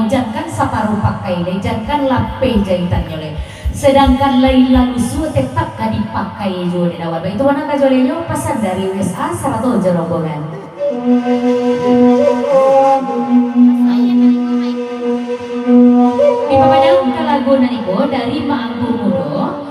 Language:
Minangkabau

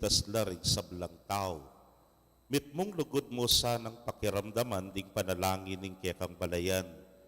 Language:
Pampanga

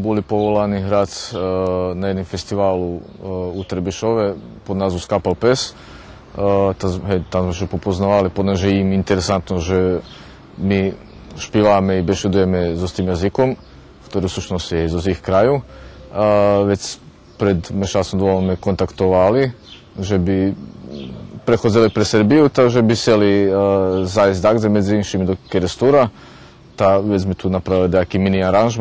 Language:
Rusyn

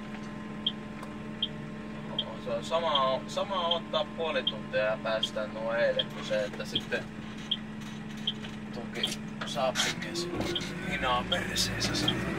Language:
Finnish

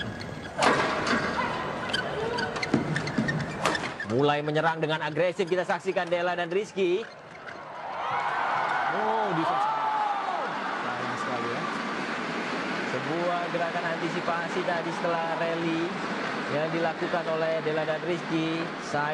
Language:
Indonesian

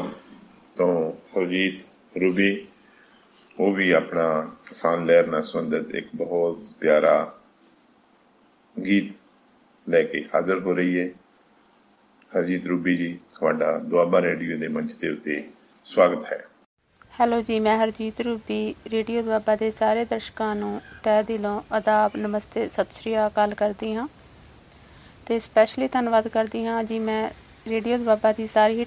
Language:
Punjabi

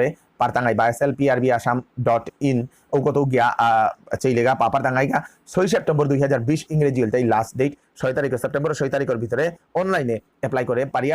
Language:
Bishnupriya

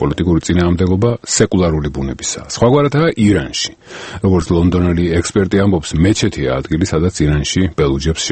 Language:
Georgian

